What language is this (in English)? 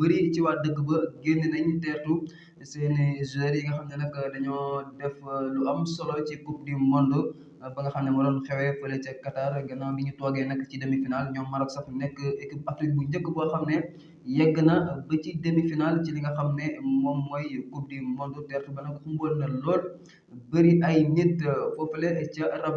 Wolof